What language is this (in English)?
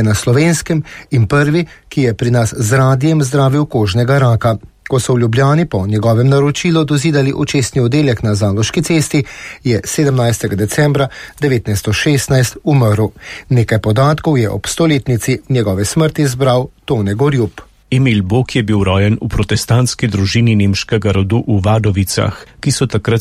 Slovenian